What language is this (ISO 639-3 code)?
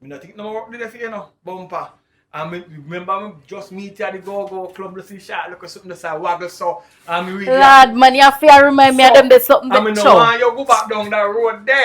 jam